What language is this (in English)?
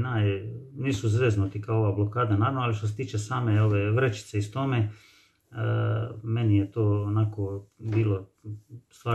Croatian